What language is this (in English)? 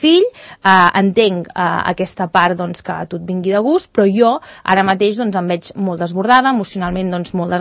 Catalan